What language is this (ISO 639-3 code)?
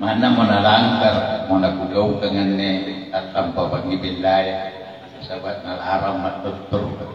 mak